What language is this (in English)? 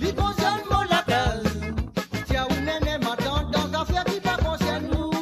Morisyen